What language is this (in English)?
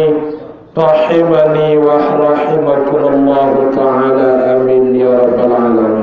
Sasak